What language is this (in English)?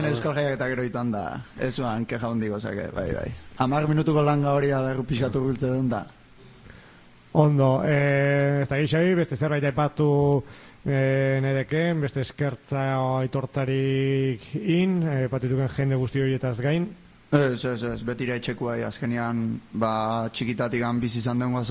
Basque